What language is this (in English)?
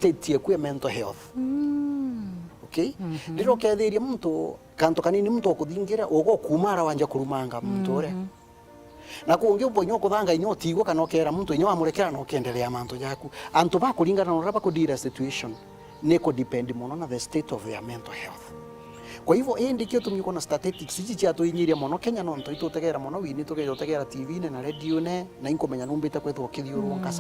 Meru